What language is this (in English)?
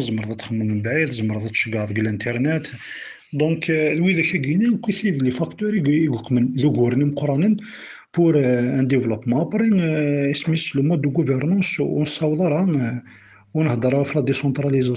Kabyle